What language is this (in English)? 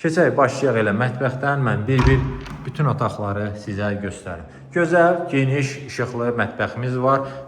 Azerbaijani